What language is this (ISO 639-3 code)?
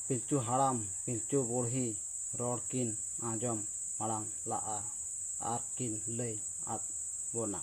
sat